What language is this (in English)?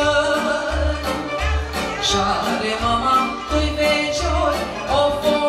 Romanian